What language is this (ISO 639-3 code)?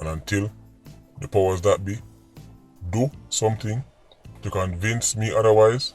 jam